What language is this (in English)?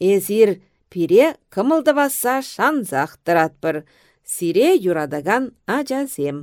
Chuvash